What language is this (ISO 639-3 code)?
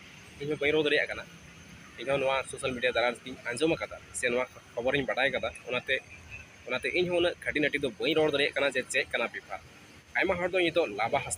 sat